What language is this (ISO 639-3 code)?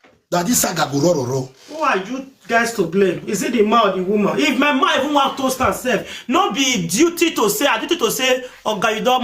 pcm